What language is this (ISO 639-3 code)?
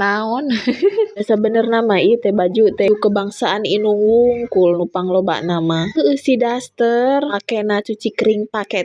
sun